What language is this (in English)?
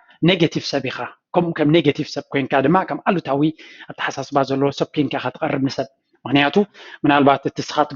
Tigrinya